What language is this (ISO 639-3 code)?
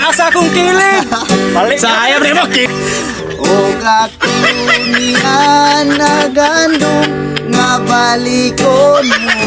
ceb